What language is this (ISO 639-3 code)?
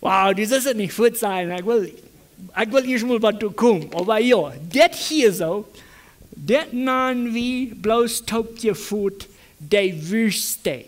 pdt